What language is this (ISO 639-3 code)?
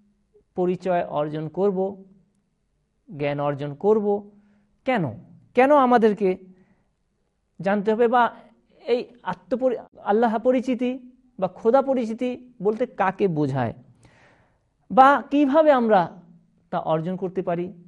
ben